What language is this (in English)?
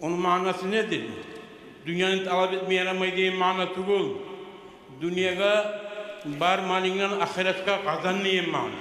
Kumyk